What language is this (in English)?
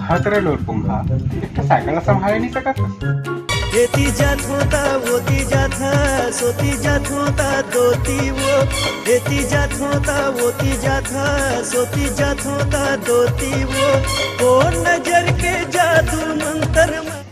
Chhattisgarhi